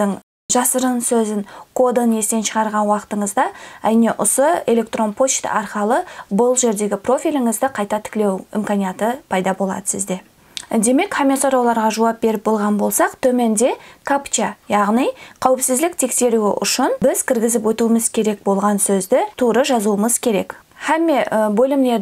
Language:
Kara-Kalpak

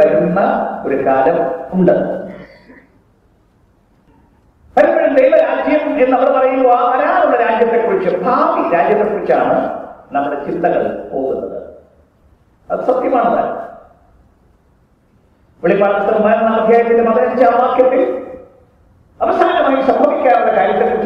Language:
Malayalam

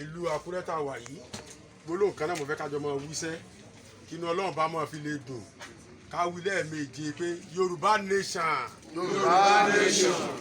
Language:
Yoruba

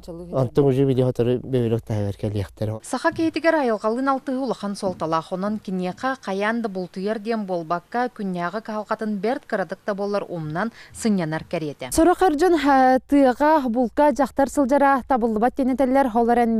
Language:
Yakut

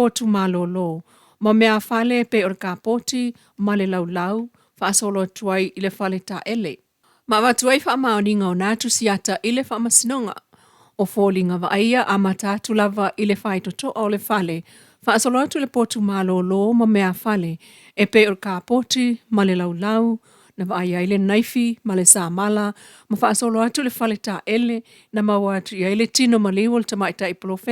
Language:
Samoan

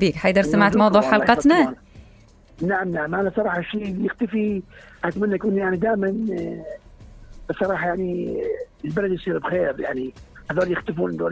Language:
Mesopotamian Arabic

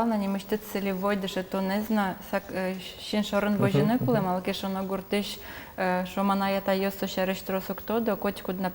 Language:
Udmurt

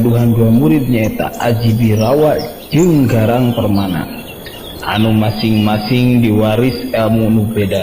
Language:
Sundanese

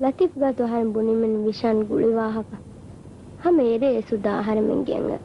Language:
Divehi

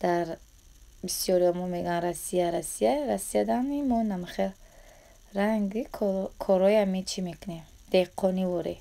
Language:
Tajik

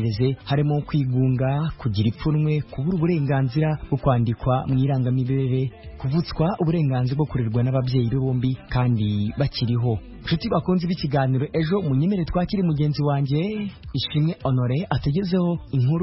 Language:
Kinyarwanda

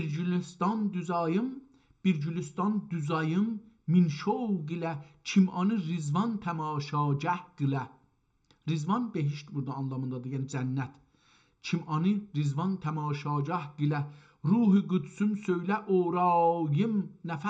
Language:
South Azerbaijani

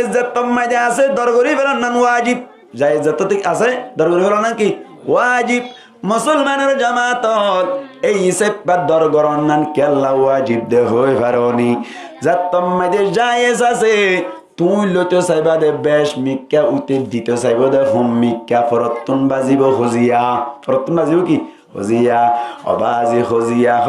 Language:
Rohingya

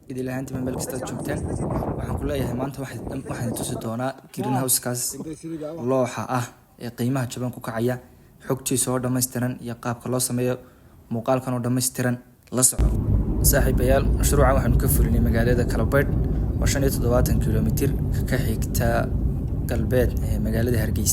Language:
Somali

